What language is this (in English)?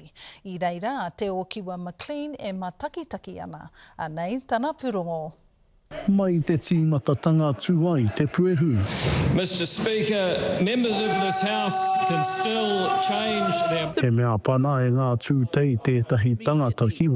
Māori